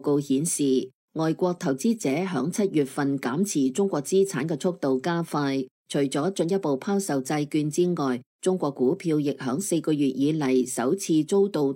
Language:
Cantonese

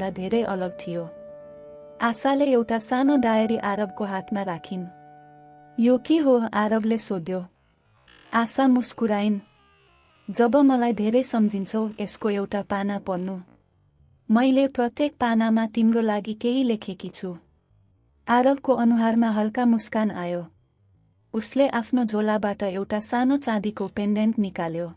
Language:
Nepali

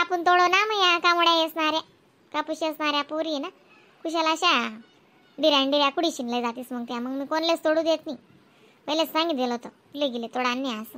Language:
Khandesi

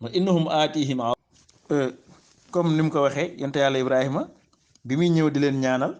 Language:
Wolof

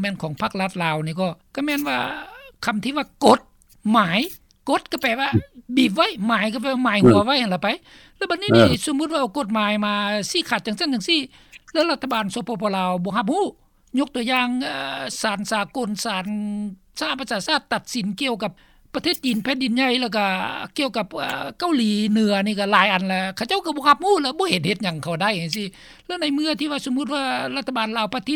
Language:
Lao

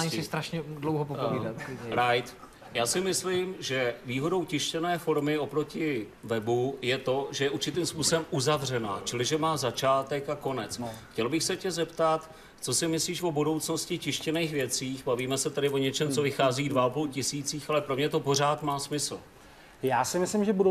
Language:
Czech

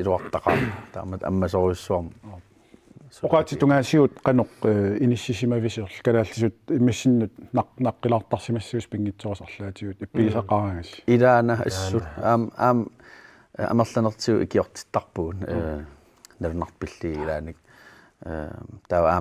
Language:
Kalaallisut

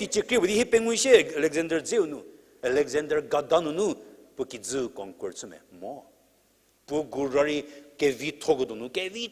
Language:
Angami Naga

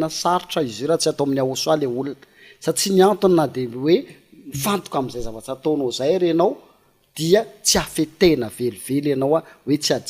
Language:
Malagasy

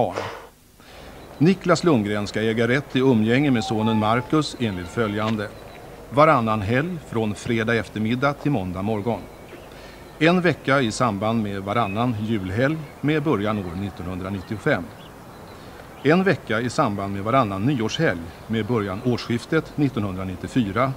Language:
Swedish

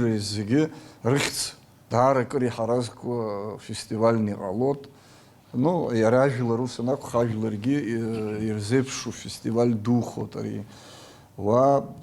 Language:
Abkhazian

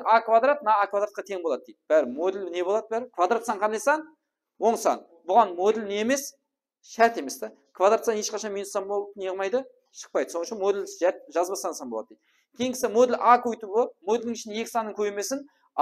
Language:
Kara-Kalpak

